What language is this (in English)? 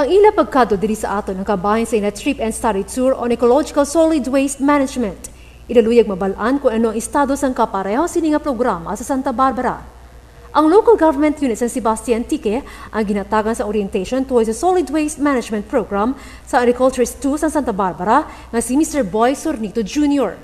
Hiligaynon